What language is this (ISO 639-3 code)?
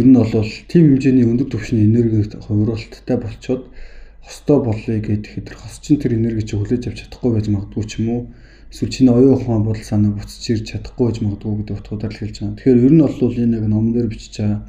mon